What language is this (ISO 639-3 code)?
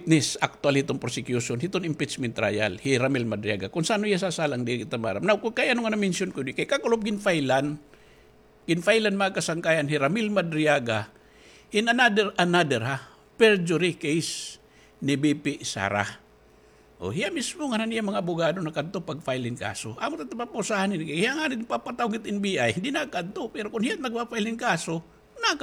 war